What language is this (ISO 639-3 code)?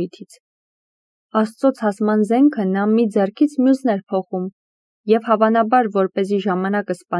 hye